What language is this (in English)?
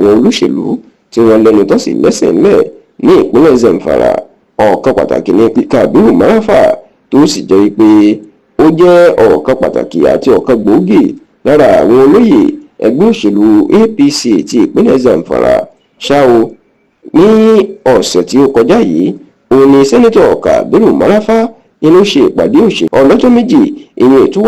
Yoruba